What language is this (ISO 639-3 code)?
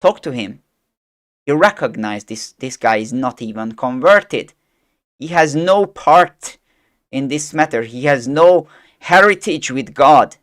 eng